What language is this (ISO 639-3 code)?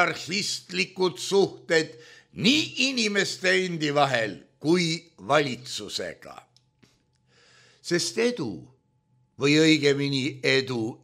est